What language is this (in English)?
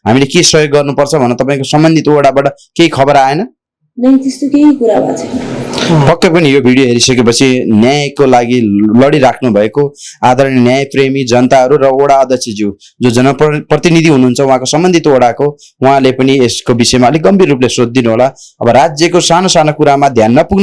Nepali